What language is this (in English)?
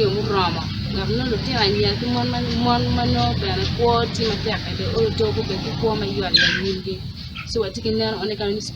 Acoli